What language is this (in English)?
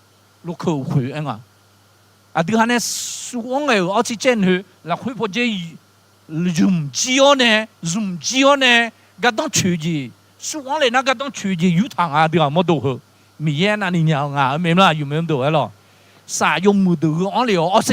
Akha